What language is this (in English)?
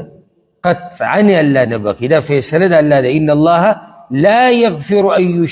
Pashto